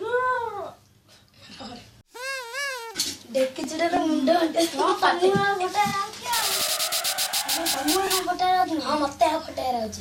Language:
Odia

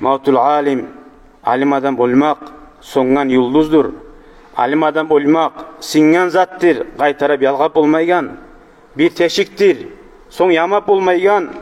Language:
Kumyk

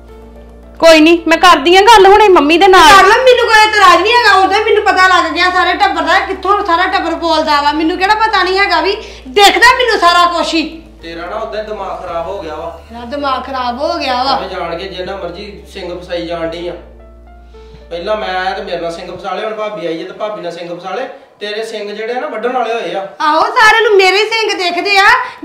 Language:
Punjabi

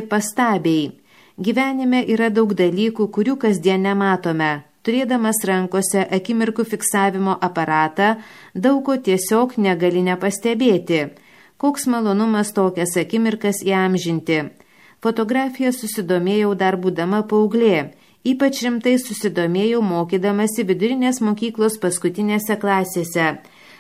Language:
Lithuanian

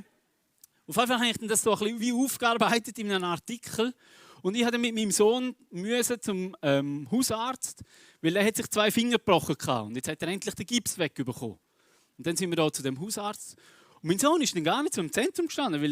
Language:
Swiss German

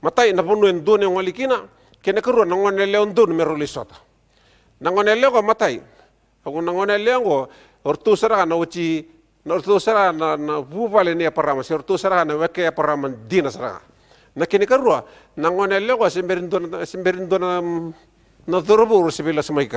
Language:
Fijian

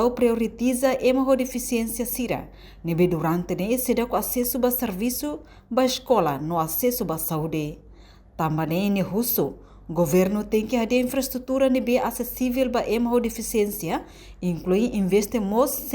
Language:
Tetum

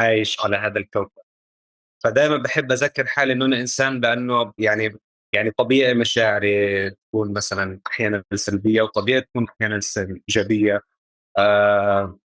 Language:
North Levantine Arabic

